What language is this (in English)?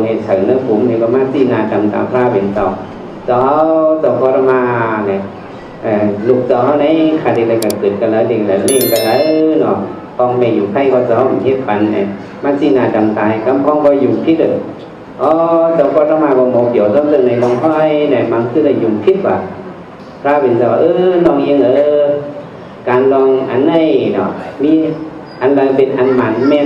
Shan